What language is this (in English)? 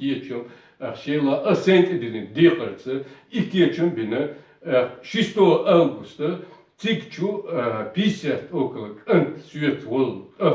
Chechen